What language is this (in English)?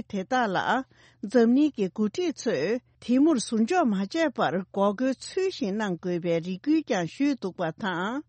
Tibetan